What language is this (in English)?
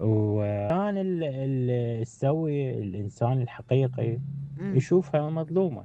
Mesopotamian Arabic